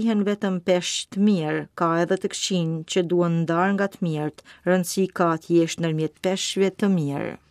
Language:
Albanian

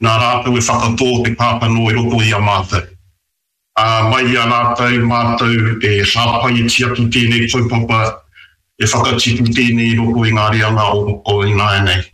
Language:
Māori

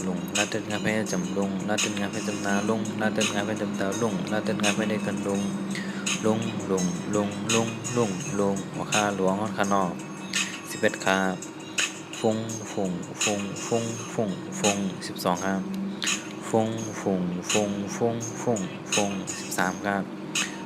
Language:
Shan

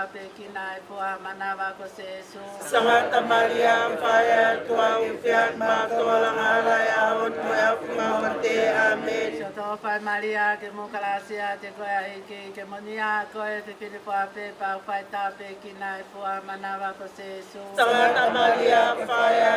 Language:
Tongan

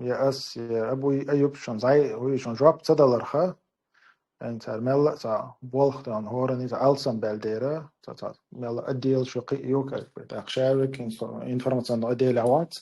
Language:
Chechen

